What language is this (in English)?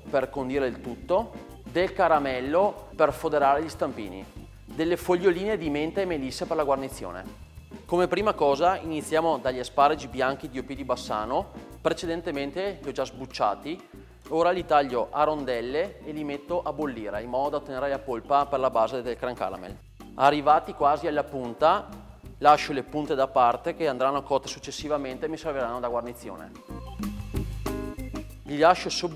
Italian